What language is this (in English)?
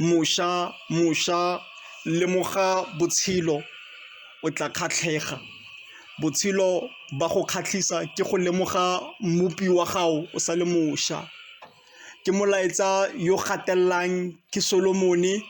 Tswana